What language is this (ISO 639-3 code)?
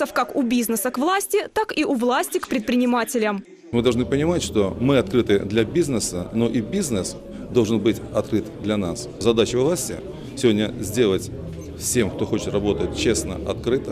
rus